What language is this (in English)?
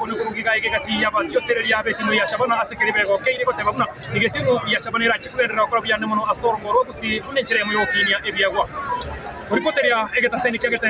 Gusii